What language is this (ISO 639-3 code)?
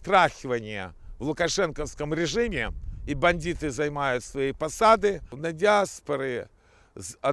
bel